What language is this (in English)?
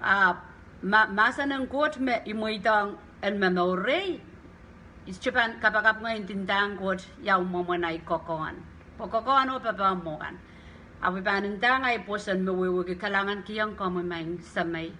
Pohnpeian